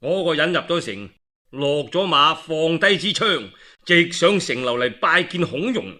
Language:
Cantonese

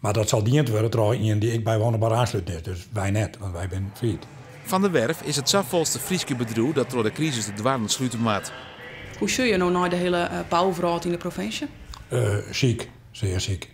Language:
Western Frisian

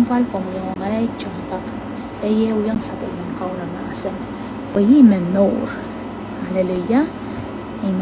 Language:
Pohnpeian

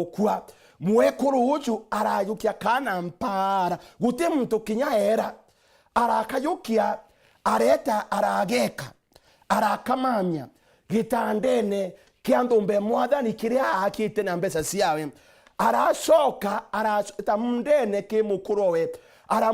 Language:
Meru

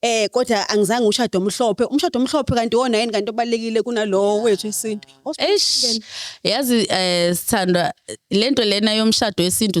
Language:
Zulu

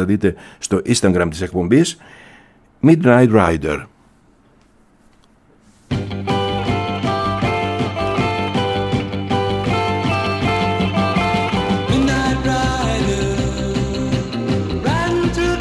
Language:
Greek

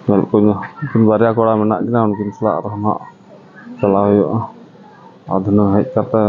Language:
Santali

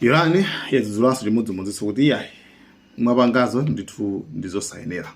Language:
Nyanja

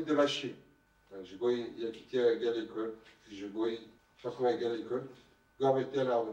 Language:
Kurdish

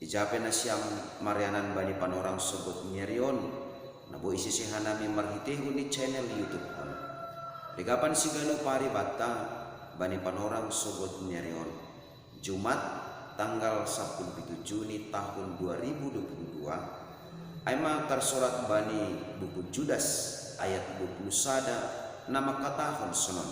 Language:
Batak Simalungun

